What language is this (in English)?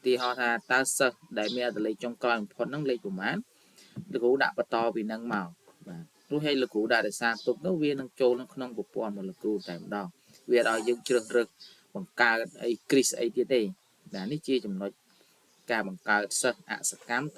Khmer